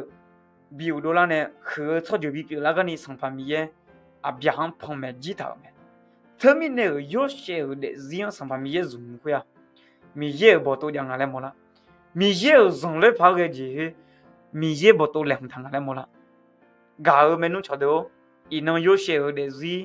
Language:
Akha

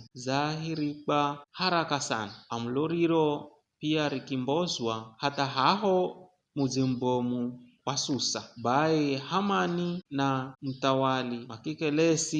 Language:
Giryama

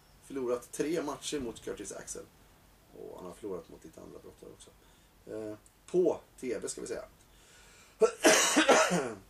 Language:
Swedish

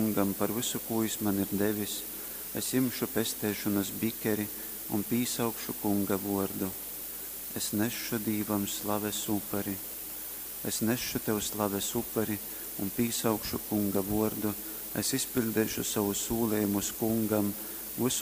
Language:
Latgalian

